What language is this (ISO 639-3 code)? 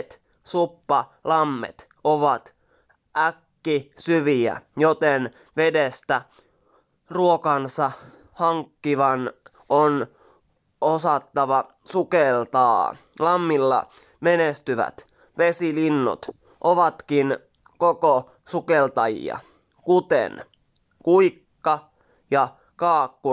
fin